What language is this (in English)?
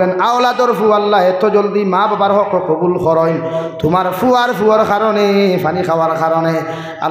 Sylheti